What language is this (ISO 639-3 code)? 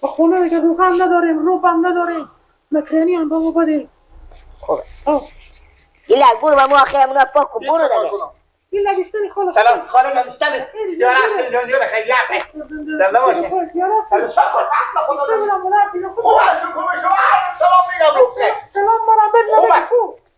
fas